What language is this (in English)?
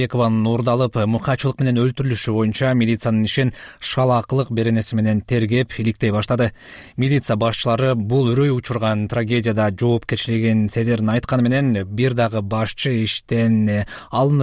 Kyrgyz